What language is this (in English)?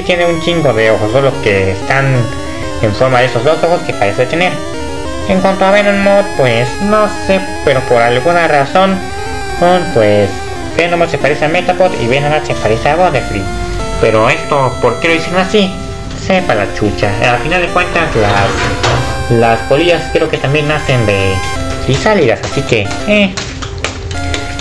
Spanish